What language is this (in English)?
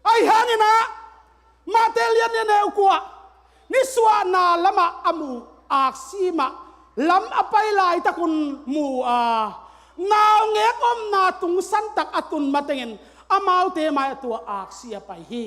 Tedim Chin